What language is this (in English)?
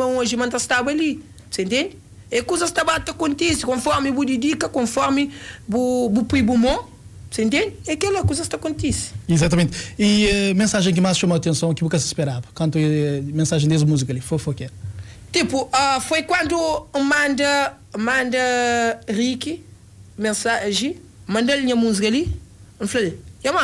Kabuverdianu